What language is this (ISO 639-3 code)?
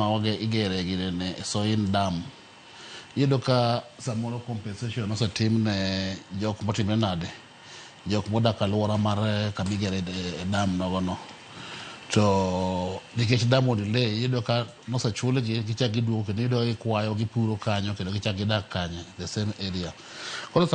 luo